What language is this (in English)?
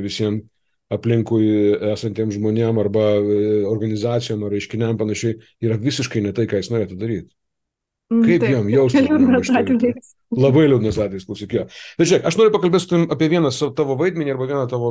Lithuanian